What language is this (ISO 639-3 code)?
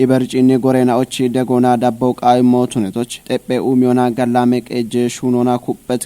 kbr